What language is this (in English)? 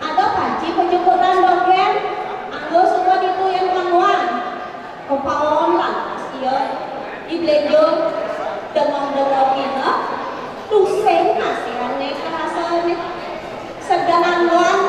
Balinese